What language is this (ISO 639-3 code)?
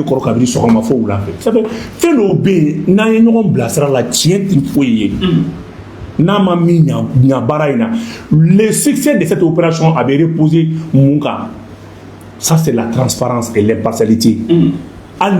bam